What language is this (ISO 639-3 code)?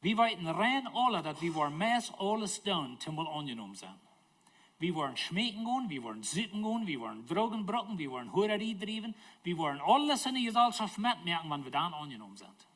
pdt